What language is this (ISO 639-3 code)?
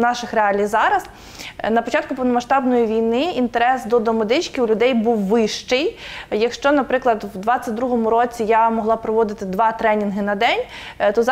ukr